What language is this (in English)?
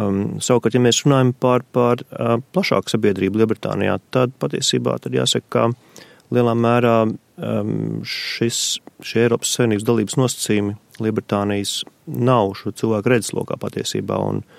Latvian